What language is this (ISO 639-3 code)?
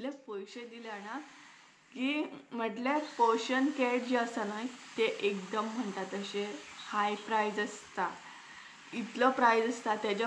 kok